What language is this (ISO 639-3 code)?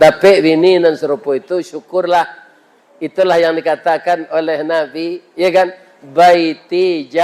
min